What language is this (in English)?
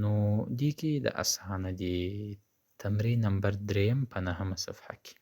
Pashto